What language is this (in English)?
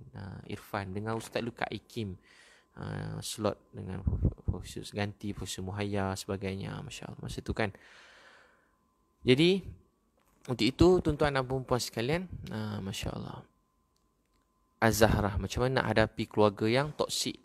Malay